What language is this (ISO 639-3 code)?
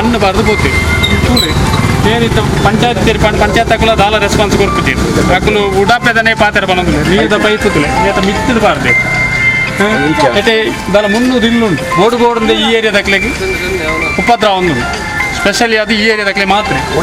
tcy